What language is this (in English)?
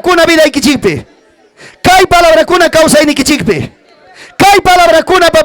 Ayacucho Quechua